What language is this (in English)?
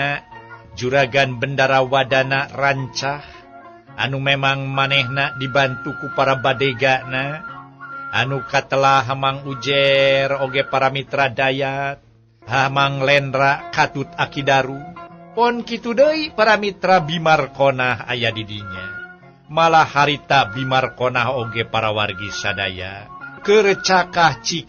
Sundanese